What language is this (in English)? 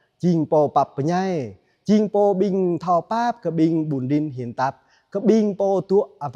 Jarai